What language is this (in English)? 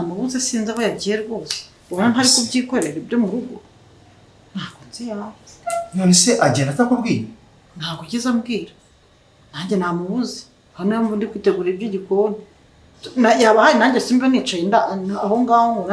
Kinyarwanda